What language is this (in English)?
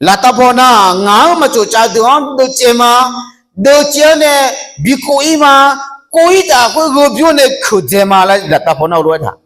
Akha